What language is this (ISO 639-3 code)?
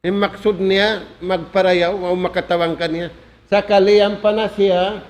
tsg